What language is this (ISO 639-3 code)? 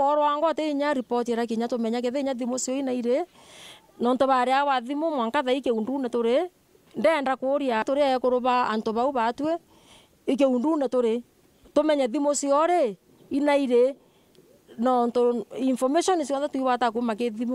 mer